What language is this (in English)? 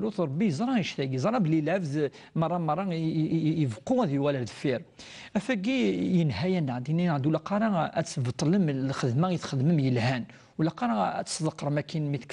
Kabyle